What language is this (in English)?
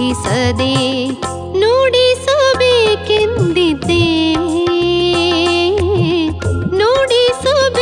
Kannada